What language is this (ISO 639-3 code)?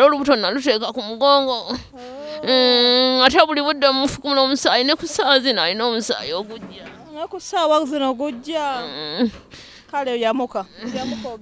lug